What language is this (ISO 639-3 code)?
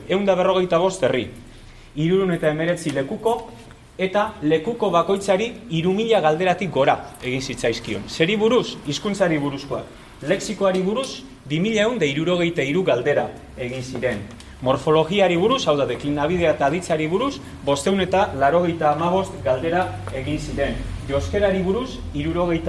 eus